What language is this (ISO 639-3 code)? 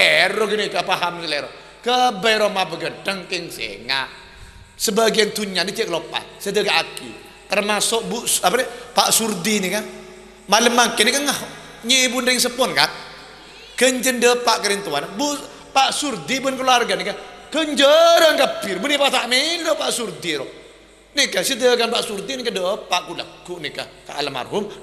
mad